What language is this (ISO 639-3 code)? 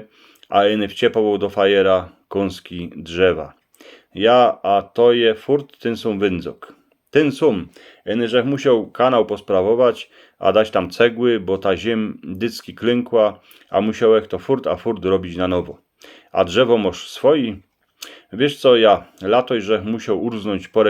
szl